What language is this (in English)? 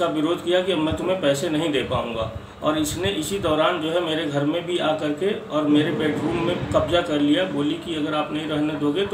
Hindi